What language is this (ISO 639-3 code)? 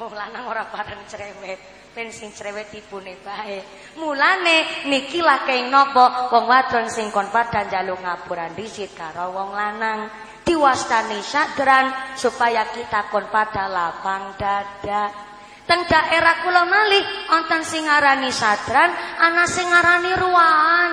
jav